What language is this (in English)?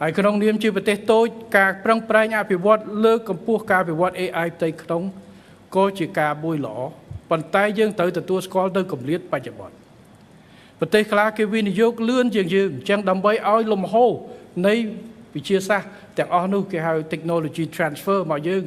Khmer